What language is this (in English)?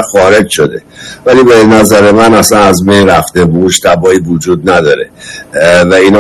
Persian